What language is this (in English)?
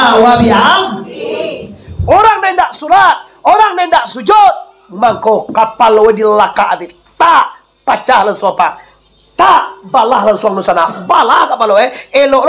Minangkabau